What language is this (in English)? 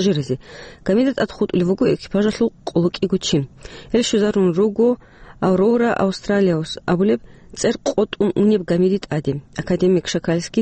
Avaric